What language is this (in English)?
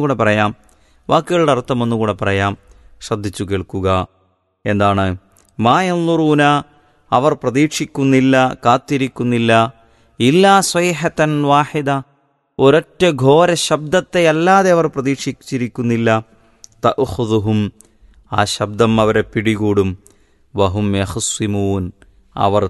Malayalam